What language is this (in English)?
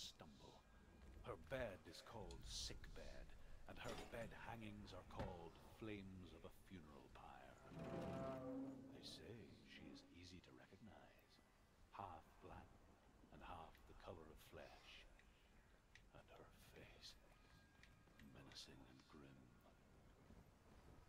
English